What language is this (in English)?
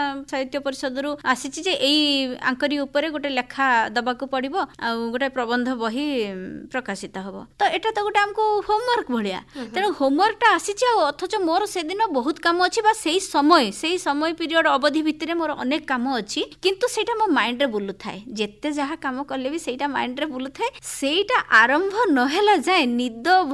Odia